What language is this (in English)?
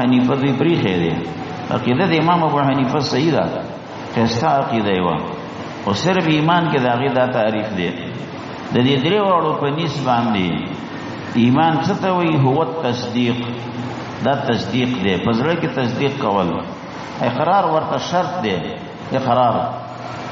Pashto